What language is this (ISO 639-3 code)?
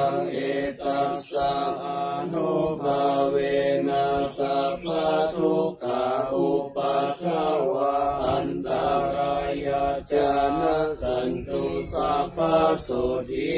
pli